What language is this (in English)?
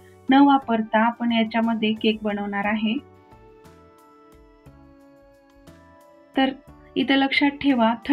Marathi